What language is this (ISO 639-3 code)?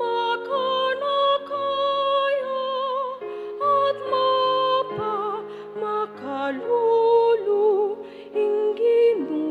pam